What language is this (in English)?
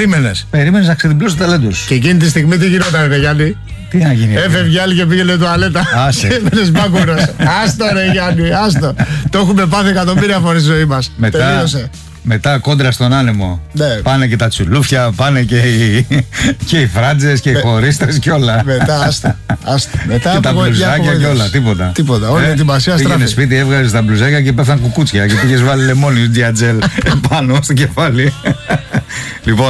Greek